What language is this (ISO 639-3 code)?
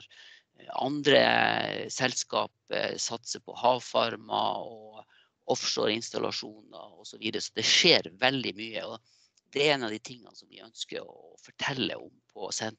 nor